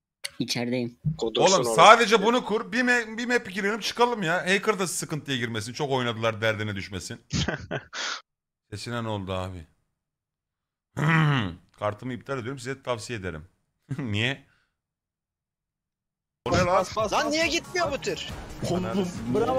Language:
Turkish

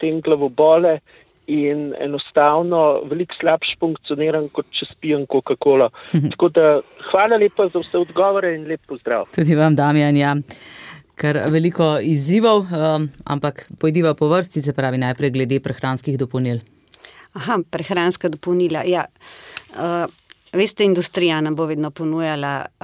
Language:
Slovenian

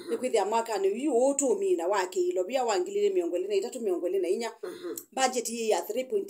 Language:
Kamba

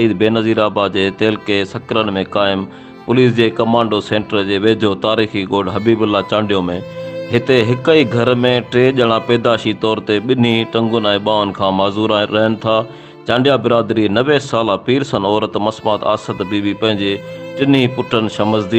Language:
Sindhi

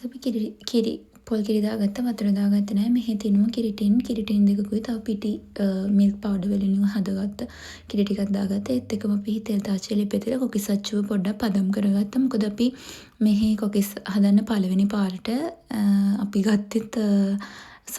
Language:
Sinhala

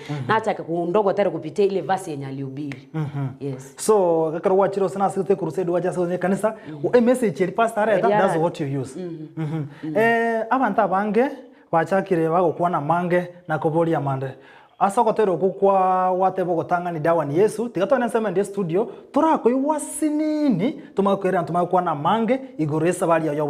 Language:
Gusii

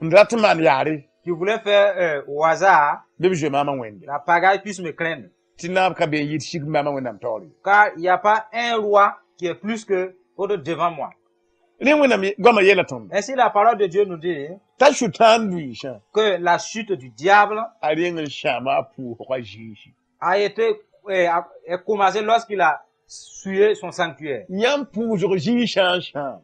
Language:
Mossi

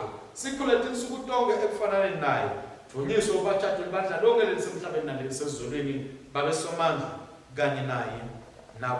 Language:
Swati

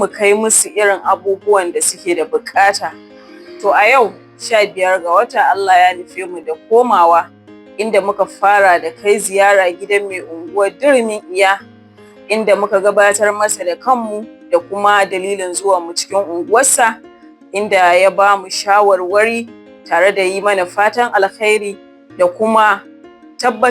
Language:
Hausa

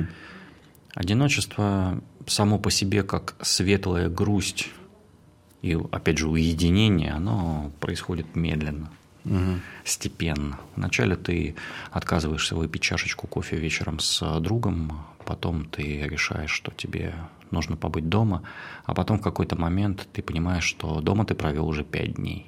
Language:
Russian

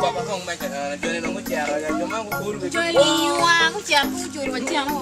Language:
Acoli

